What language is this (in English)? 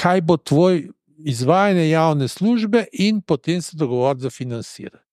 Slovenian